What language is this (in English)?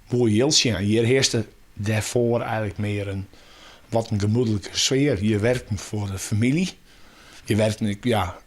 Western Frisian